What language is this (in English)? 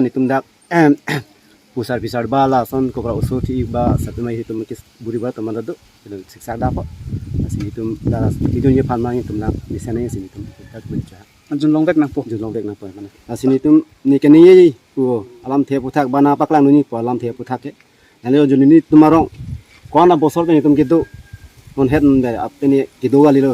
Karbi